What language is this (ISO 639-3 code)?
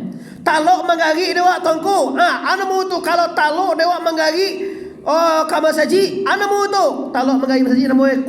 min